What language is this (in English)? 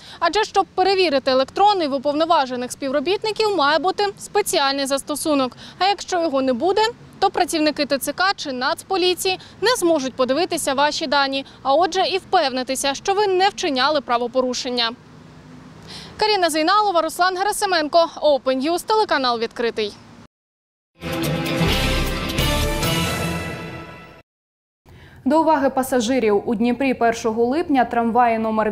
Ukrainian